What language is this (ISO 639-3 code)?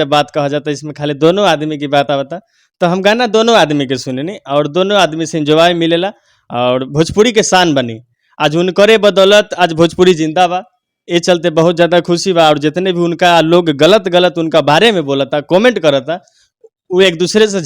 bho